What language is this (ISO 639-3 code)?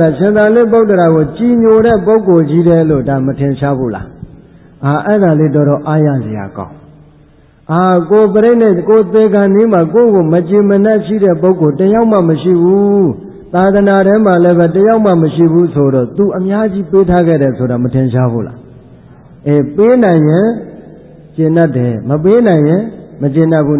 mya